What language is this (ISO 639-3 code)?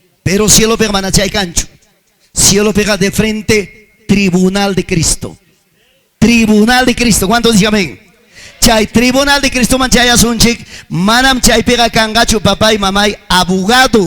quy